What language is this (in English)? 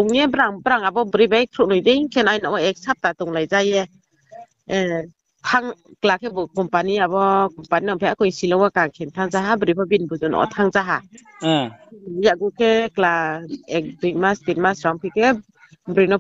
Riang (India)